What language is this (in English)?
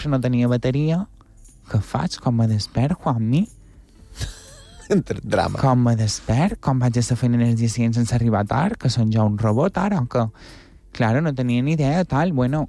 Catalan